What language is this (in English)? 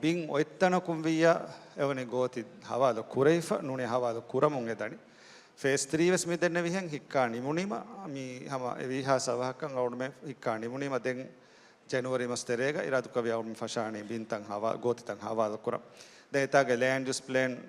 Divehi